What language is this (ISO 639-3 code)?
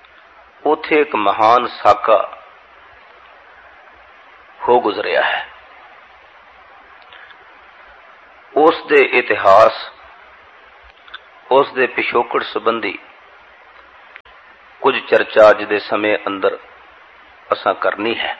pan